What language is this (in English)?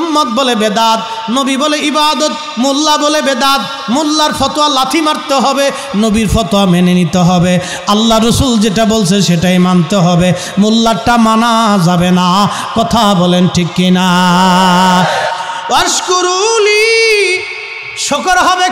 Bangla